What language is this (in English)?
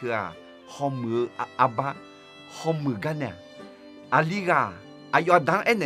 Akha